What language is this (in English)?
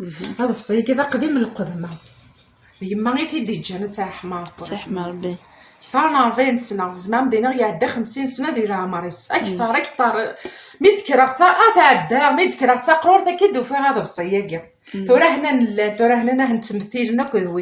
Kabyle